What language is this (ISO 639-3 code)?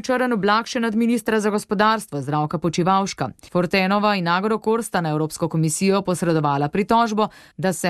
slv